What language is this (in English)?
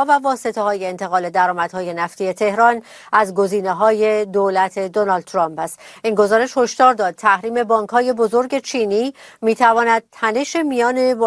Persian